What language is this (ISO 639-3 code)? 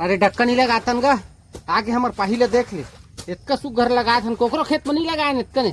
hne